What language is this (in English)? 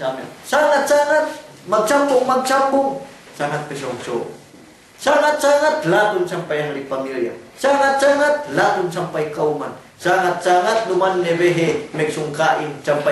Yakan